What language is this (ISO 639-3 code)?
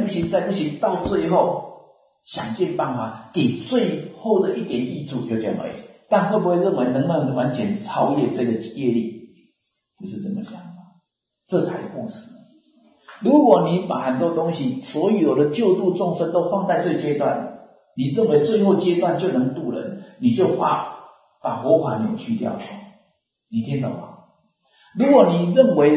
zho